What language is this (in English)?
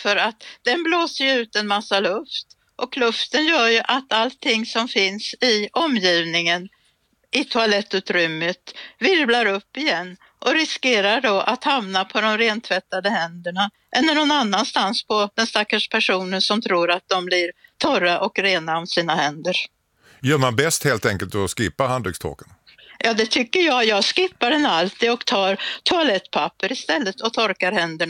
Swedish